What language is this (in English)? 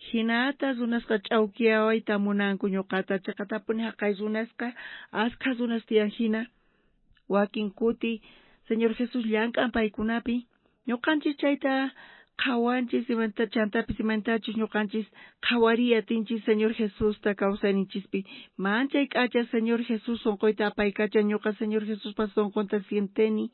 South Bolivian Quechua